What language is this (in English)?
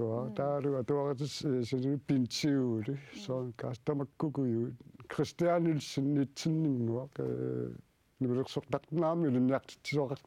Kalaallisut